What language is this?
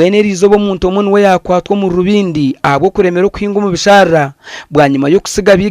Nyankole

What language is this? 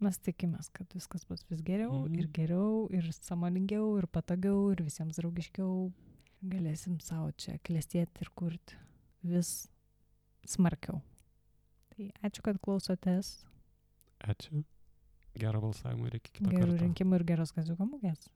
Lithuanian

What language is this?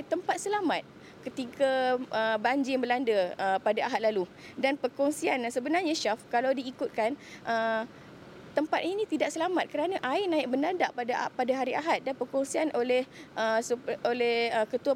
Malay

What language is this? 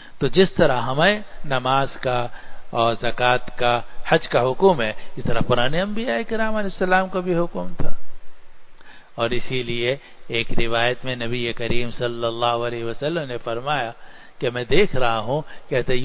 Urdu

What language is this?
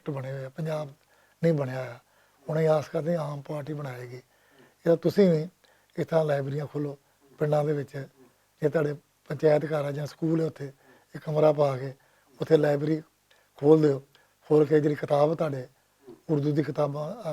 Western Panjabi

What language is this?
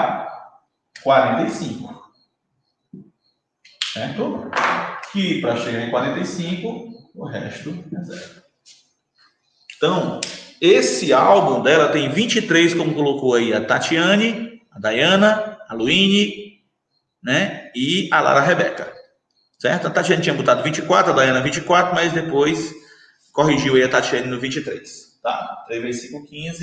Portuguese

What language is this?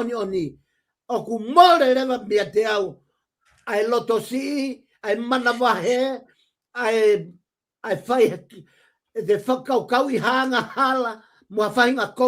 Tongan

